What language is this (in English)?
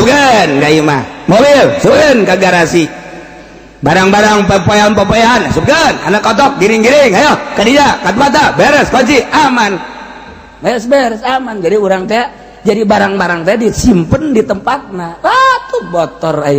Sundanese